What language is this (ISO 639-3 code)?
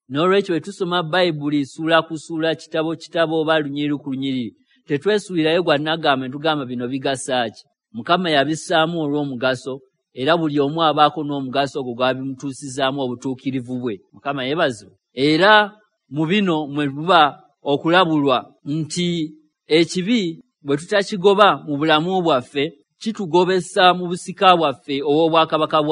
lug